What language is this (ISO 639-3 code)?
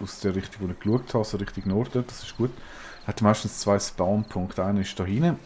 gsw